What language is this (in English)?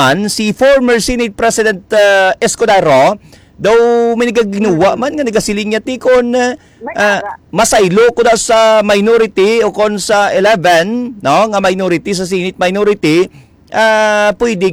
Hiligaynon